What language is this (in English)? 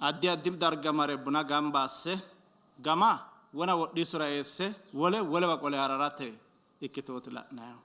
Sidamo